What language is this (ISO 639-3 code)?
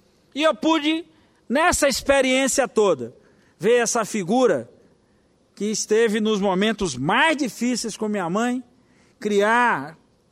por